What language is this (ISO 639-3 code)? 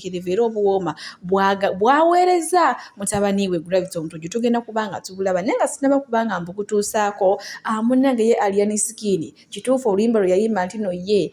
lug